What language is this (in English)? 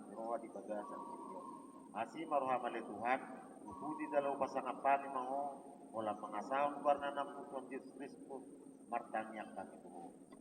Batak Toba